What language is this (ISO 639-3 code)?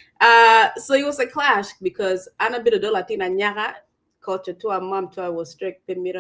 ach